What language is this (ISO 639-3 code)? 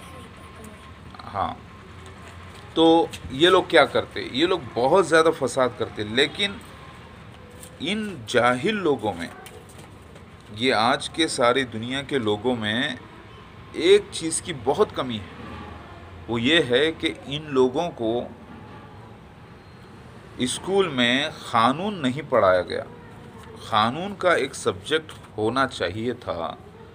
urd